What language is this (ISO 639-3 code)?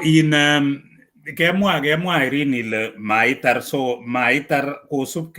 kln